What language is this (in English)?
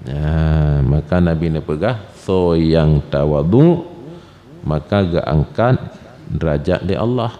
Achinese